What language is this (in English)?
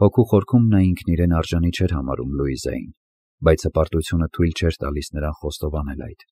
Armenian